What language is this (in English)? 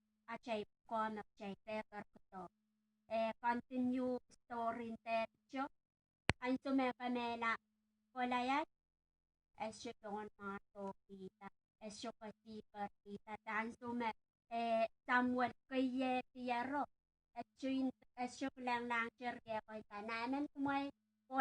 Pohnpeian